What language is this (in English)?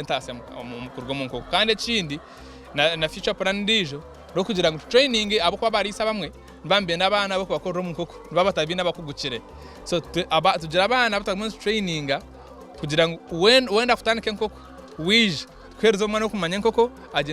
Nyankole